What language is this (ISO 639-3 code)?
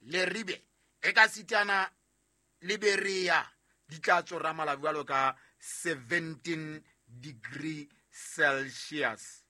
sot